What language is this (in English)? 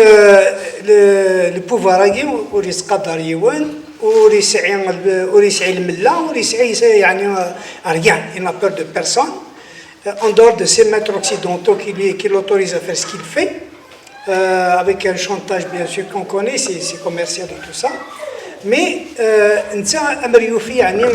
Kabyle